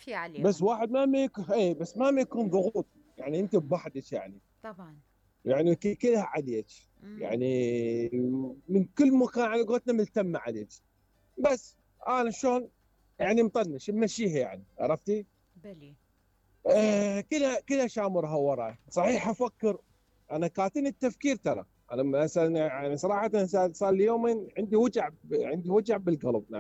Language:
Mesopotamian Arabic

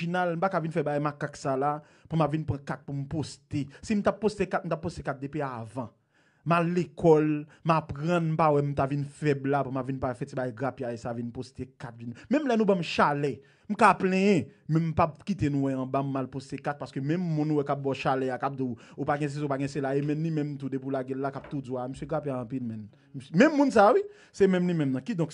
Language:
Haitian Creole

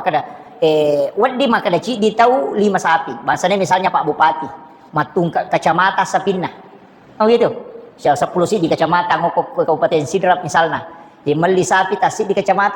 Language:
Buginese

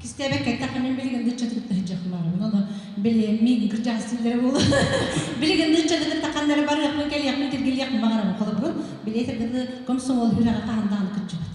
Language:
Yakut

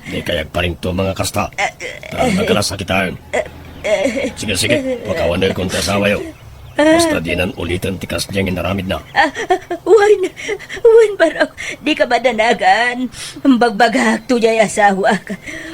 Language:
Iloko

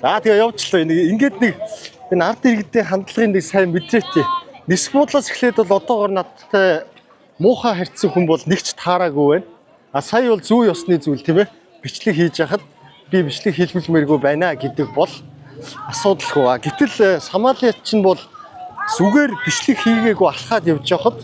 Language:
Mongolian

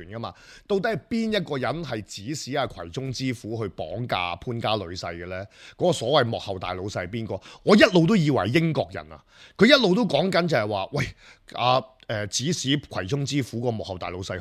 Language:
Cantonese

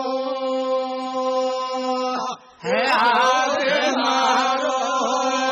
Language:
Lambadi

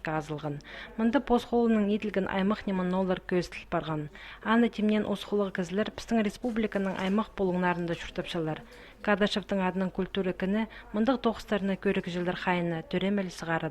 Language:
Khakas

